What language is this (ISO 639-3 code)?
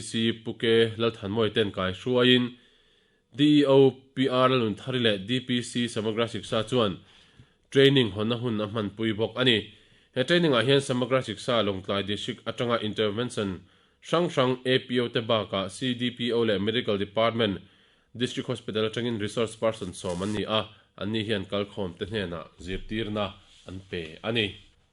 lus